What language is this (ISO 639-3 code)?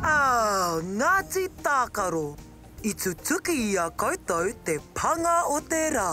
mri